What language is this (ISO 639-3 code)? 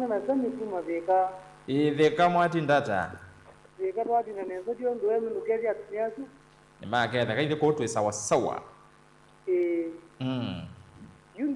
kam